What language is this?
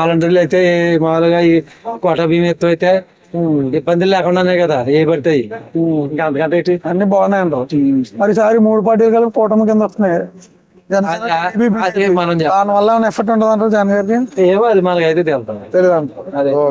Telugu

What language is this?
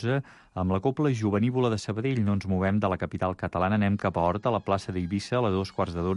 Catalan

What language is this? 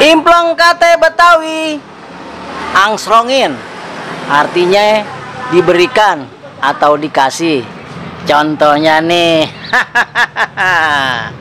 Betawi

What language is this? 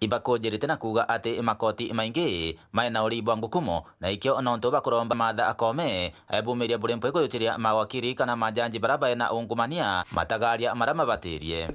Meru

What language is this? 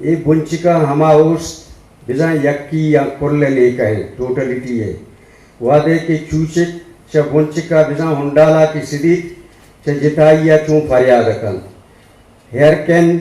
Eastern Balochi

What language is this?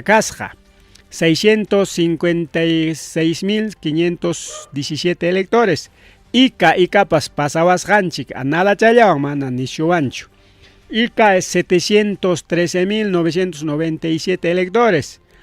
Ayacucho Quechua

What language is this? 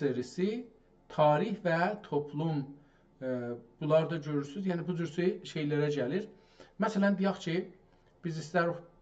South Azerbaijani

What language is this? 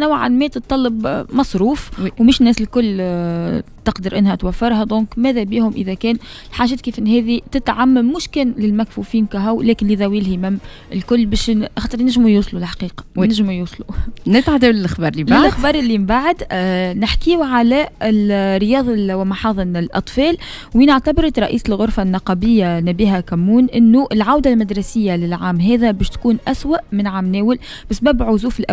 Tunisian Arabic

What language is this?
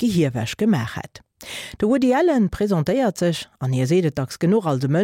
Luxembourgish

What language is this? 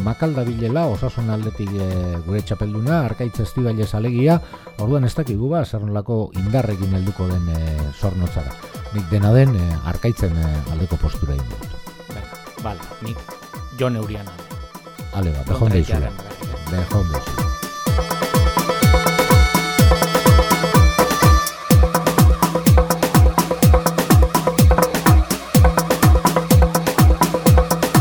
Basque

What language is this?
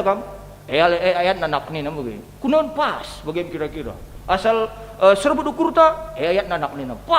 Batak Karo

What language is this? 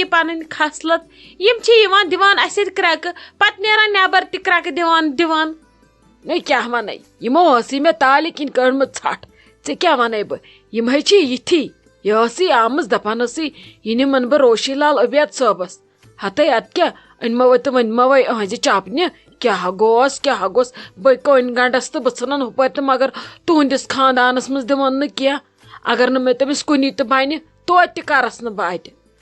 Kashmiri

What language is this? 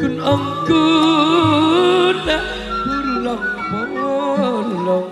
Madurese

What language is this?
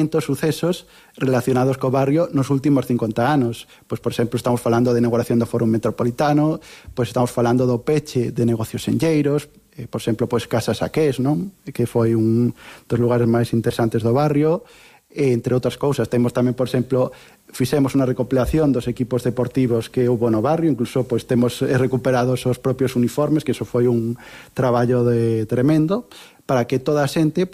Galician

